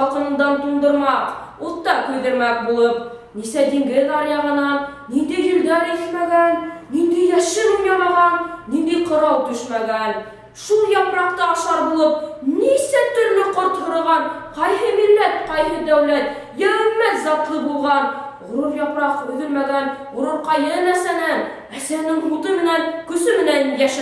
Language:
Bashkir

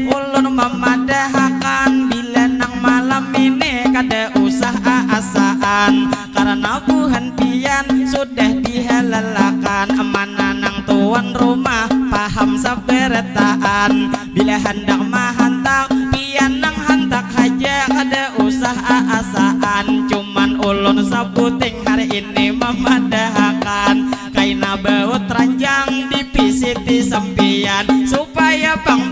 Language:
Banjar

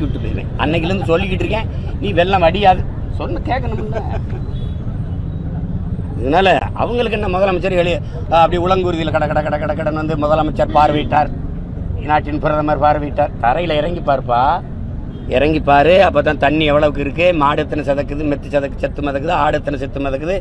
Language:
Tamil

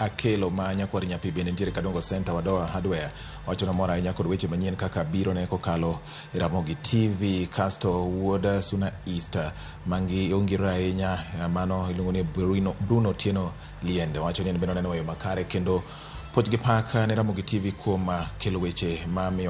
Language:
Luo (Kenya and Tanzania)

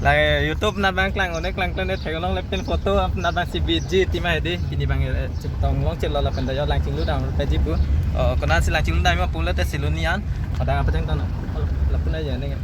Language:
Karbi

